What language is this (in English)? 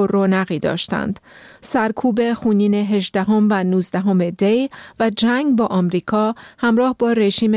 Persian